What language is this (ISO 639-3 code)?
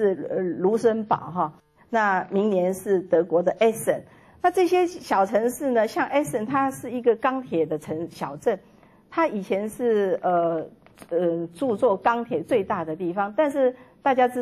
zho